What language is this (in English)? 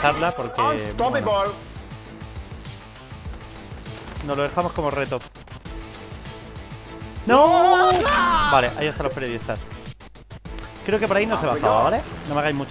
Spanish